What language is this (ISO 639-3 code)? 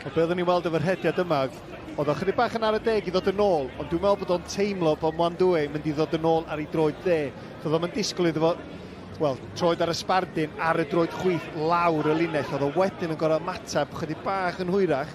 cym